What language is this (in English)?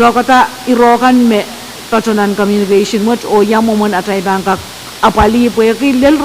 Pohnpeian